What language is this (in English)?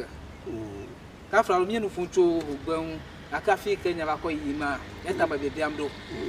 Ewe